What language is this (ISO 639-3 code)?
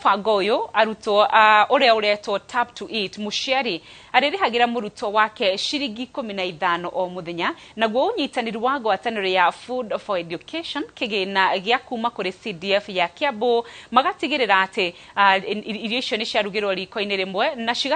kik